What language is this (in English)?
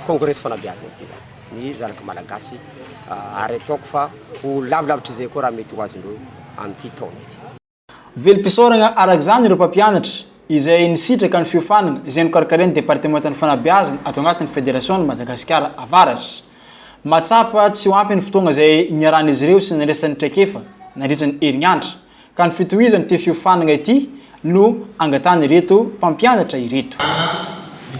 Malagasy